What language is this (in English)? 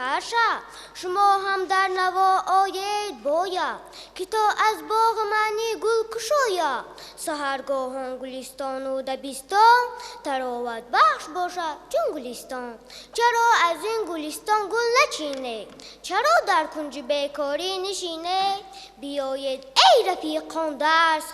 Tajik